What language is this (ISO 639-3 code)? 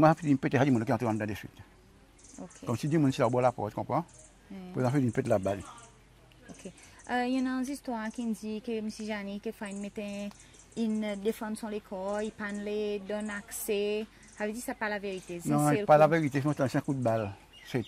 crs